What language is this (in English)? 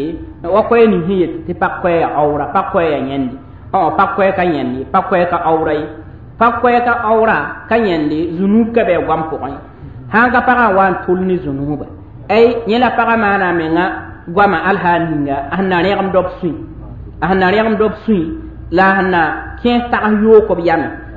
Mossi